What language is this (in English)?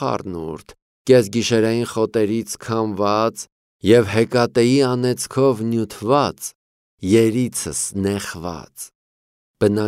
Armenian